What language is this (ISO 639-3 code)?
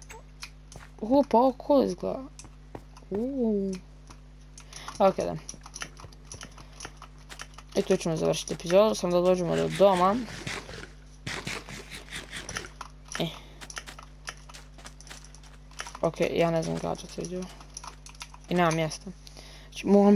hrv